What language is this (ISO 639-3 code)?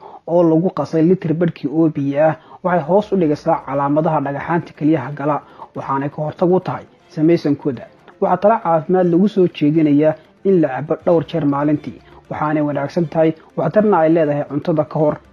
som